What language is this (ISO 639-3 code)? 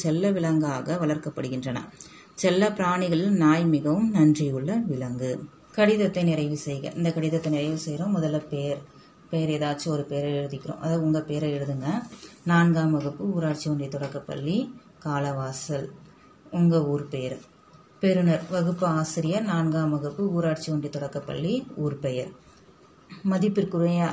tam